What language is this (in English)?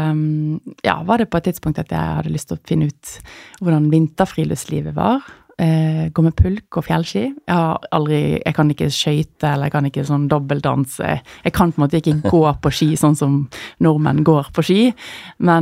Norwegian